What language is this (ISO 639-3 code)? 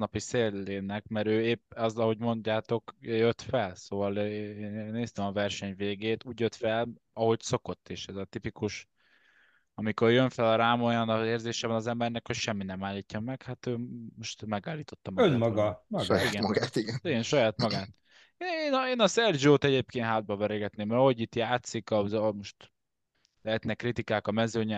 hun